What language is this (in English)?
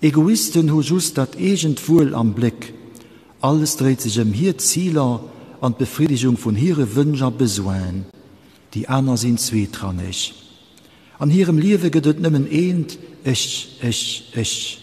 Luxembourgish